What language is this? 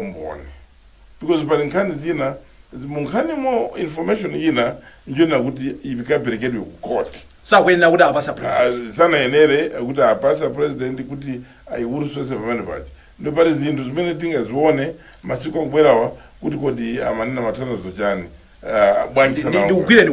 Nyanja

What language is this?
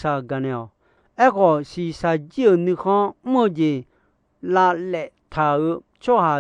Akha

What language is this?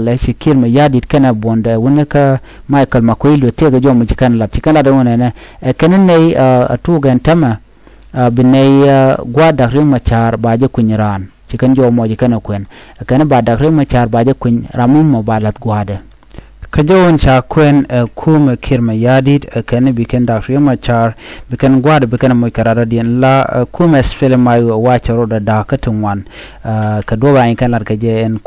Nuer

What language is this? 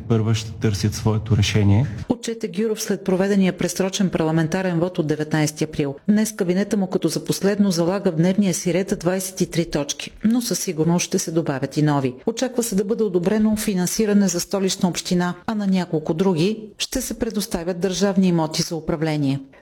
Bulgarian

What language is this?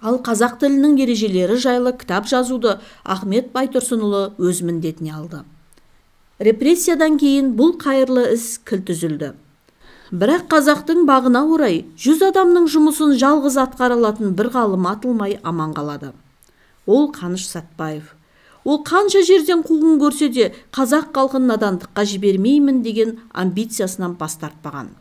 Kazakh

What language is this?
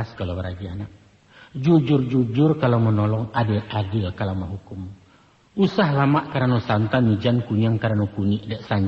Minangkabau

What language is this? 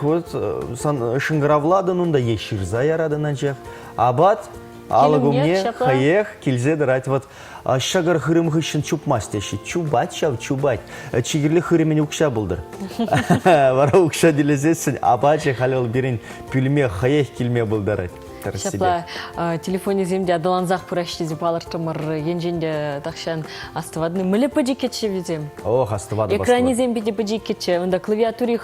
Chuvash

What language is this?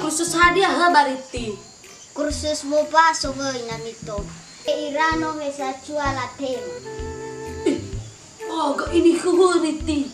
Nias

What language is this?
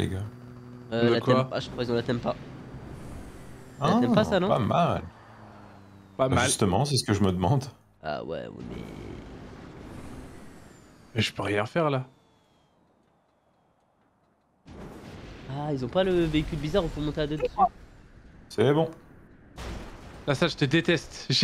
French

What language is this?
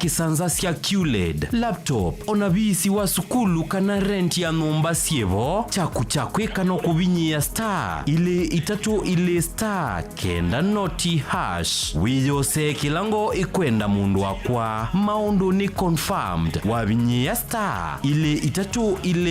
Kamba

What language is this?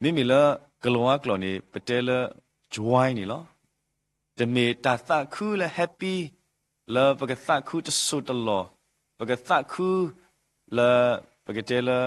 S'gaw Karen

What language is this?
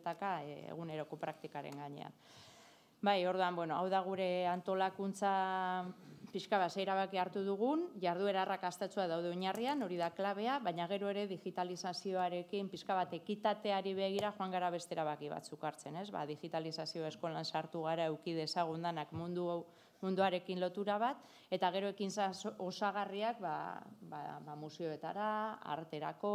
Basque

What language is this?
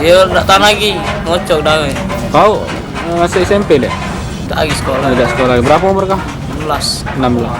Musi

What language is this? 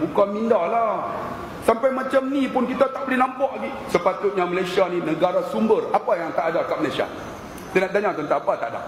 Malay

